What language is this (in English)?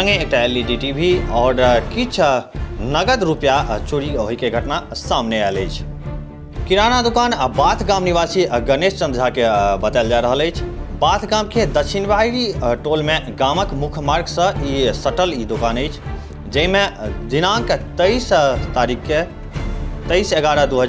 Maithili